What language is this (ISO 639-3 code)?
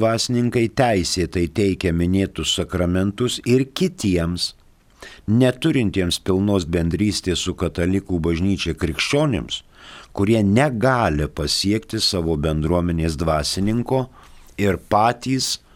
lit